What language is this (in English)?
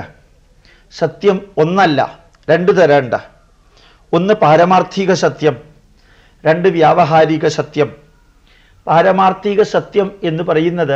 Malayalam